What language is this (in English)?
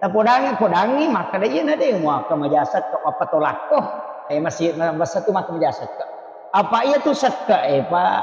Buginese